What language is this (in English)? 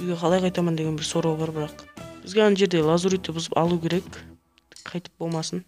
Kara-Kalpak